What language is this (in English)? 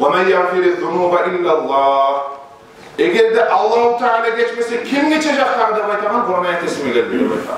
Kumyk